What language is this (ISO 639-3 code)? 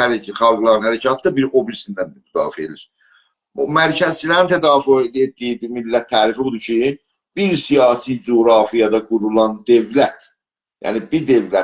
azb